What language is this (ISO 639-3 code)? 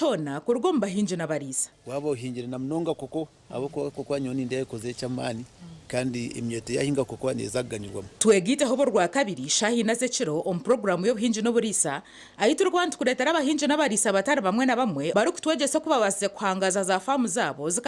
nyn